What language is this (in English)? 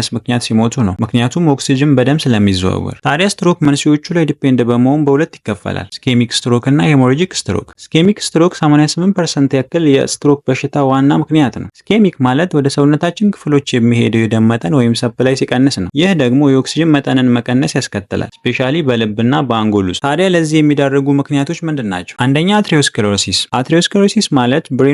Amharic